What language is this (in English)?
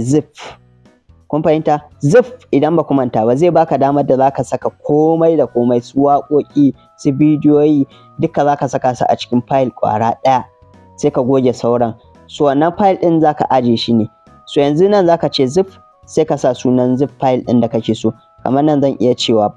Hausa